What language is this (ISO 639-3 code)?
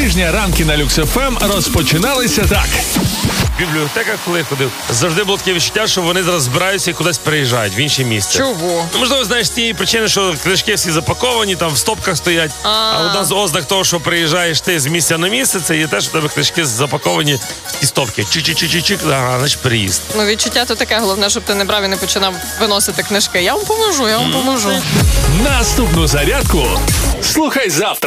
ukr